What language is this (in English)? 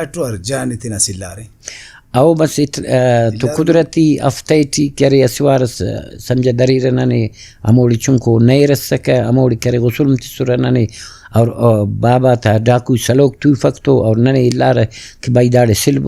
Brahui